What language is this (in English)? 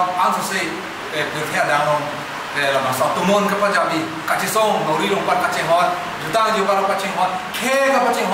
Karbi